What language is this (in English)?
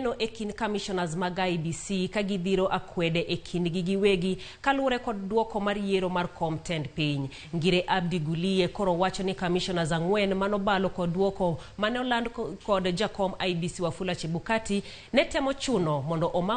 Luo (Kenya and Tanzania)